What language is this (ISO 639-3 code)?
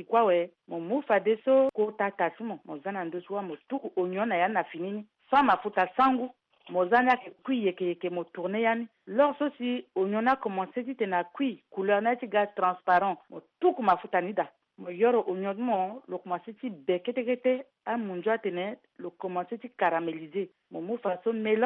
sag